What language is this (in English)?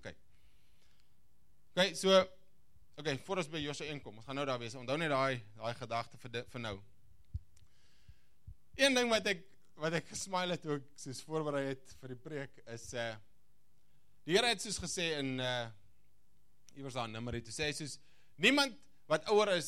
Afrikaans